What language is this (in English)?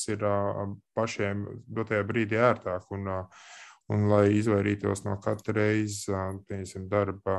Latvian